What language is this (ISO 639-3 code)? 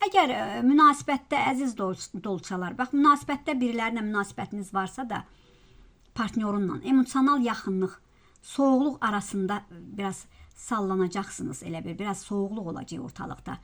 aze